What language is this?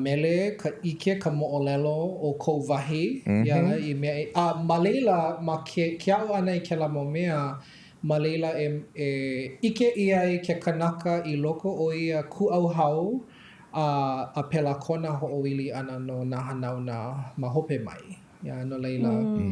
Hawaiian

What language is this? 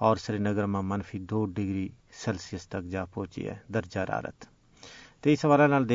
Gujari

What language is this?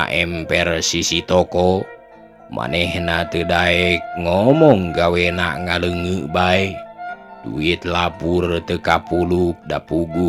Sundanese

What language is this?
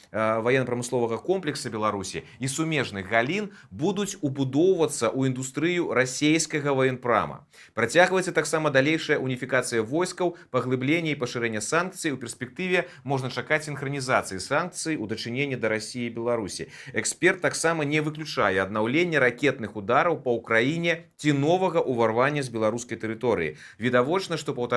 Belarusian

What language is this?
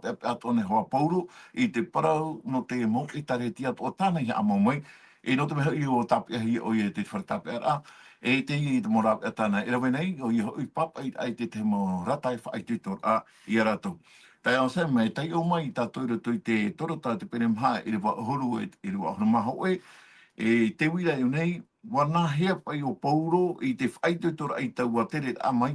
Tahitian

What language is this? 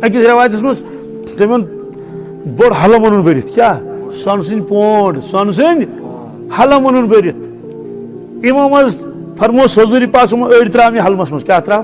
Kashmiri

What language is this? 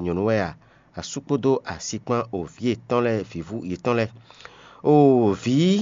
Fon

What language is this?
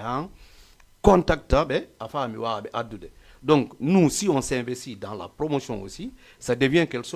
Fula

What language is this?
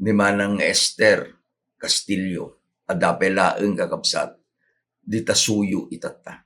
Iloko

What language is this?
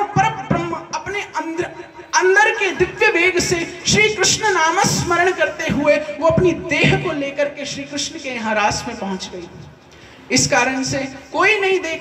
Hindi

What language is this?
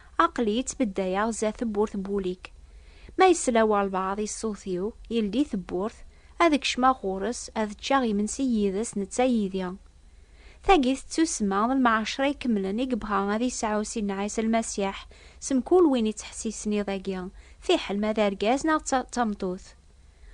Kabyle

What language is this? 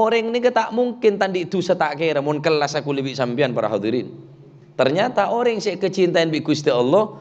Madurese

